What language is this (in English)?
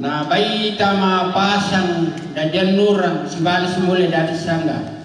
Toraja-Sa'dan